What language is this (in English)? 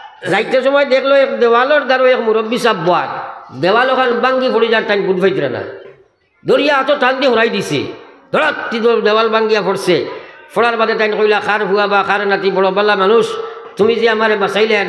Sylheti